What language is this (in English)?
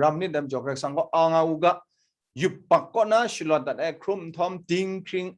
Kachin